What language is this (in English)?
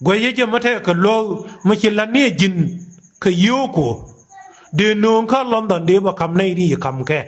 Nuer